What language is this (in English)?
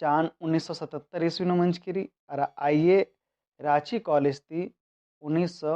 Kurukh